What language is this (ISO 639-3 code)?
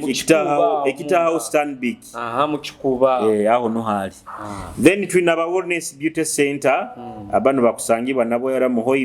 nyo